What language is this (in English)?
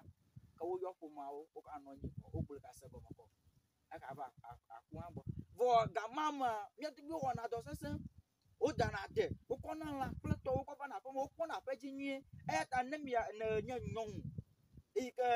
Ewe